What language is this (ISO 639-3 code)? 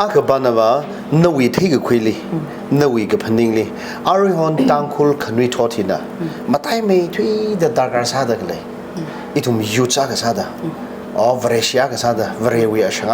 nmf